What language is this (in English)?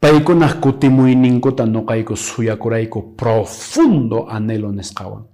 Quechua